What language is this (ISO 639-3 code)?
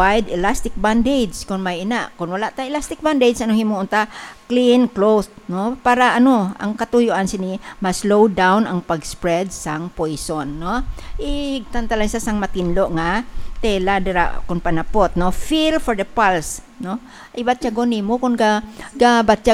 hil